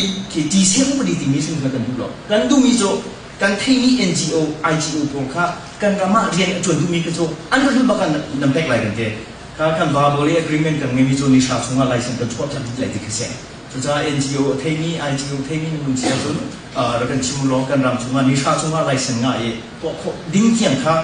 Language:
Hakha Chin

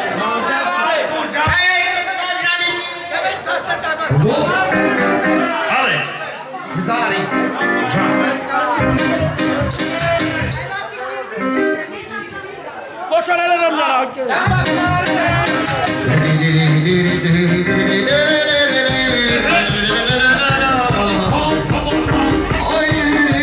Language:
Romanian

